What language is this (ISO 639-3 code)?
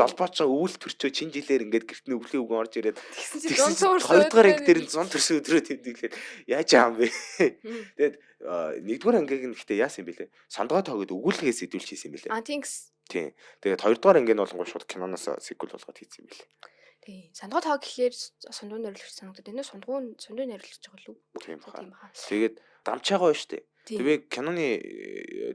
mon